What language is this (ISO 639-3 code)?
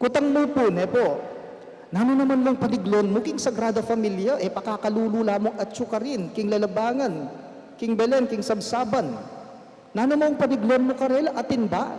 pam